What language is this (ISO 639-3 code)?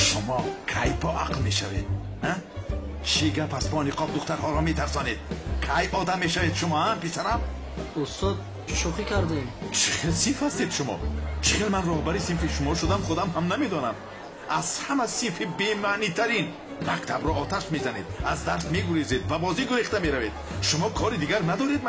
tgk